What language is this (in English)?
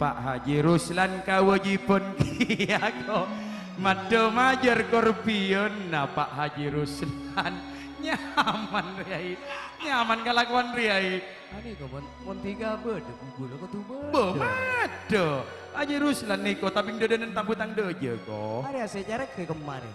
Madurese